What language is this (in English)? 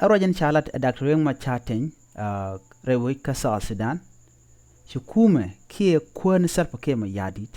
Nuer